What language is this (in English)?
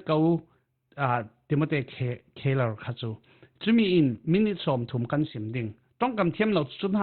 Falam Chin